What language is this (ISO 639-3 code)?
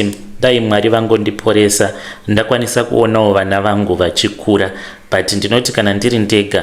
sna